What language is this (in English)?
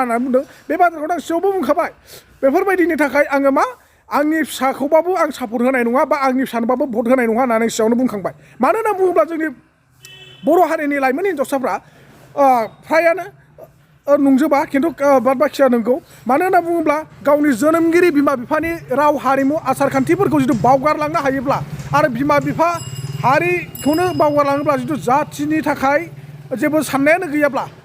Bodo